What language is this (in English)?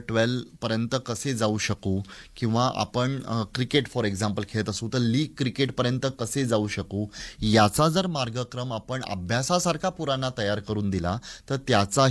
Marathi